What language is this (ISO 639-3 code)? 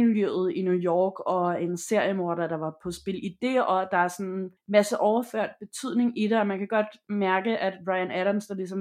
dan